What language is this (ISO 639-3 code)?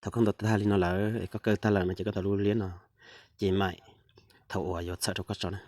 hmn